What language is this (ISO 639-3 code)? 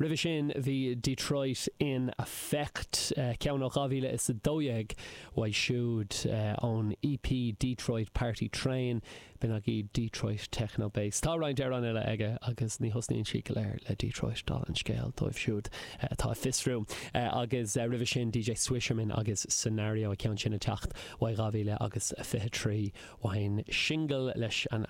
gle